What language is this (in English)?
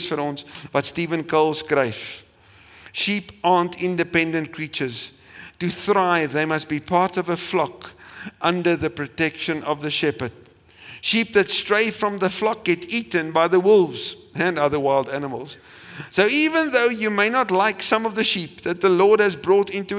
Afrikaans